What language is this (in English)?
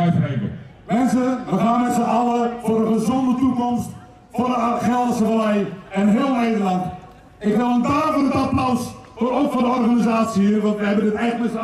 Dutch